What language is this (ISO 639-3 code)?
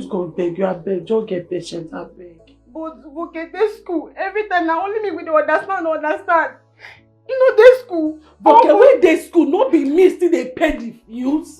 pcm